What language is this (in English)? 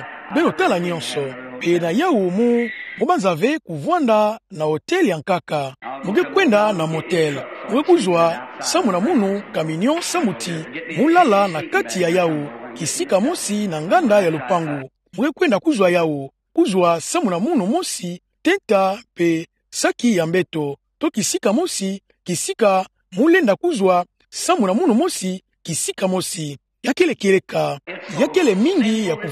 Kituba (Democratic Republic of Congo)